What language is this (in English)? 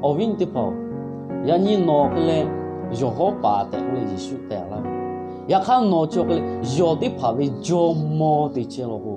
Lahu